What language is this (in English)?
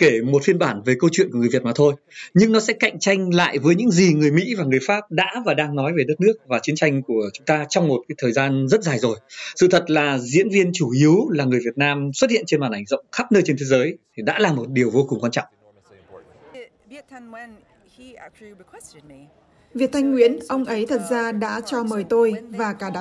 Vietnamese